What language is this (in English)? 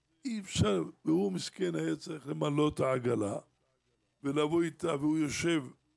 Hebrew